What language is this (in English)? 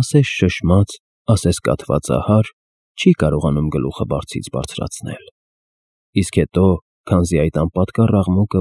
Armenian